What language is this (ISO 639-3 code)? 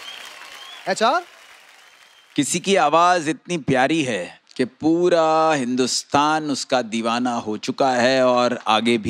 hin